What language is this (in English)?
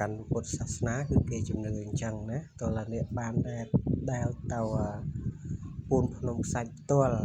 Khmer